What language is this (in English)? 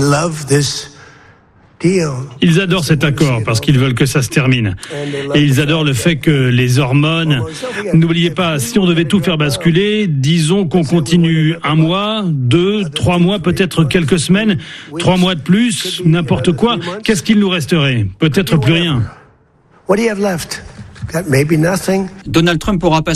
French